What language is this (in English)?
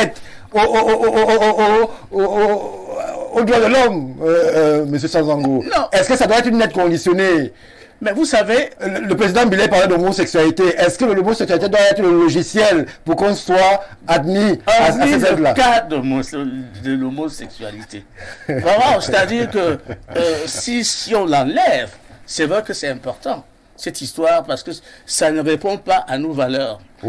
French